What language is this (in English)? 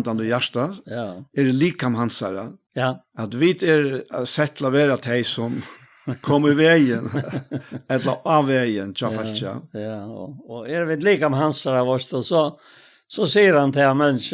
Faroese